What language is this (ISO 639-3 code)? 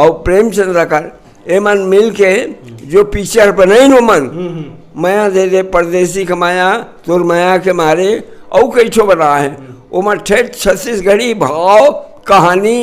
hne